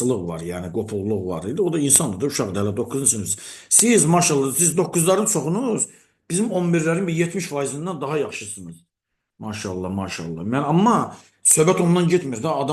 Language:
Azerbaijani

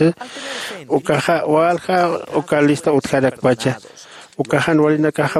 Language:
Aymara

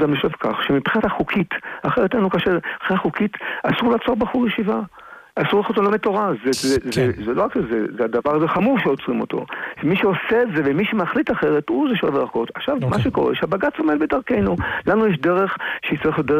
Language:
Hebrew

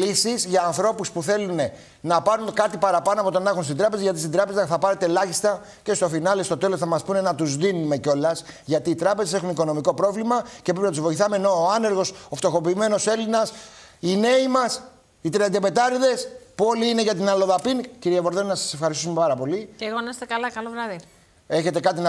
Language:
Greek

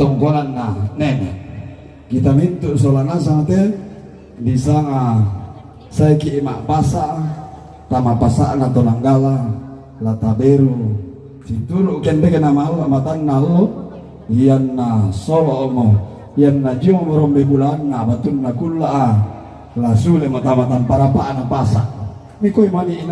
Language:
Toraja-Sa'dan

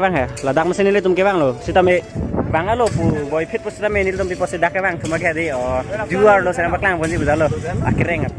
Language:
Karbi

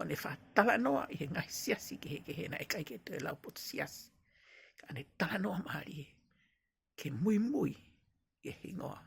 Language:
Tongan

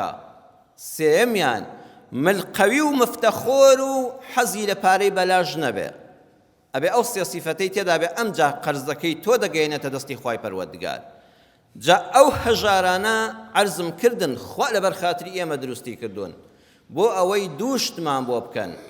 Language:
Central Kurdish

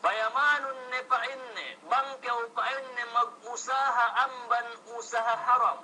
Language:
Yakan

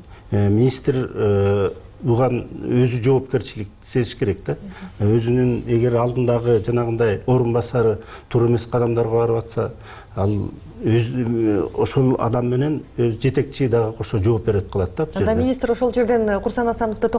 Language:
Kyrgyz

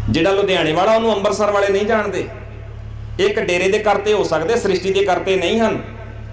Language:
Punjabi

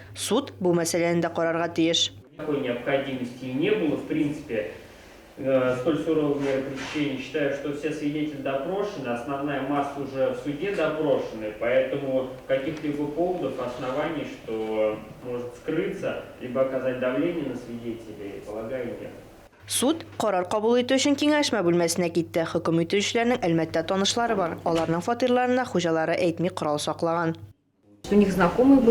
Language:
Tatar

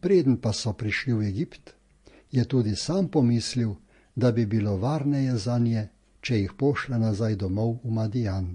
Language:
Slovenian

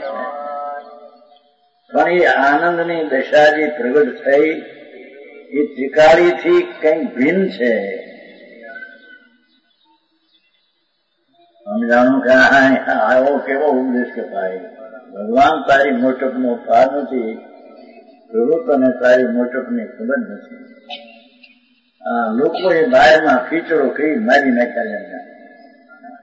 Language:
Gujarati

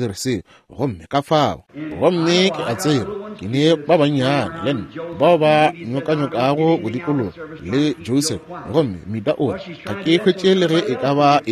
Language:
Northern Sotho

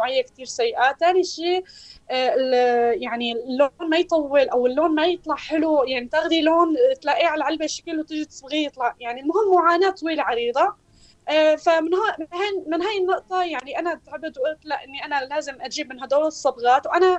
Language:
North Levantine Arabic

